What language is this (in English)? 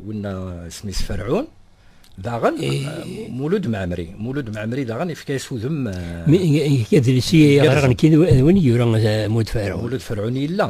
Kabyle